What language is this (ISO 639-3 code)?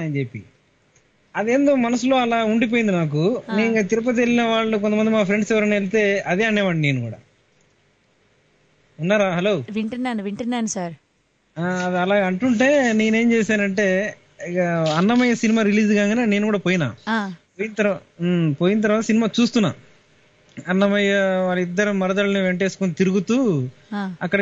tel